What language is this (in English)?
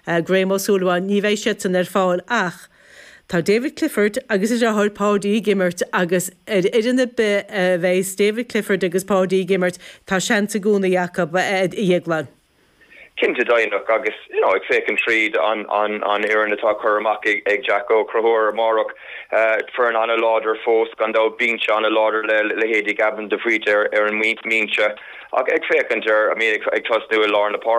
Irish